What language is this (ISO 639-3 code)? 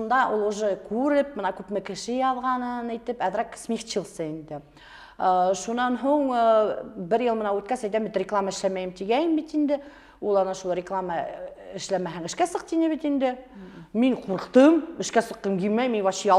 bak